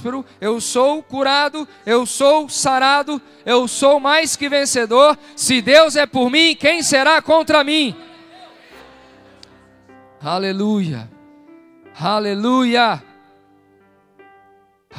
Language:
Portuguese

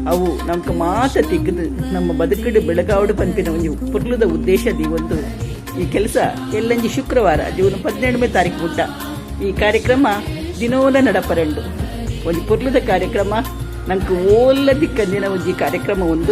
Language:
Tulu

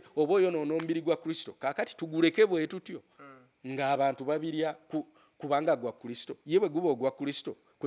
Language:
Ganda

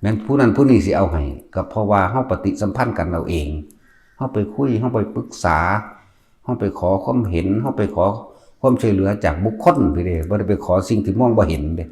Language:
Northeastern Thai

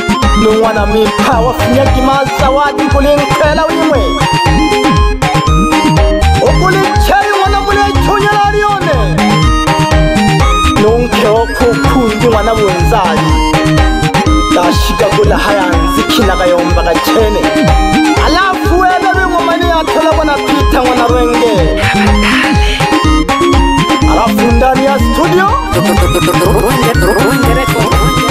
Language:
Swahili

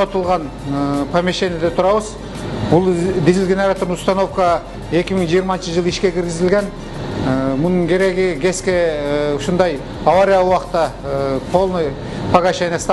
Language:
Kyrgyz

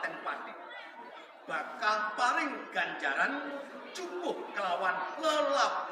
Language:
Javanese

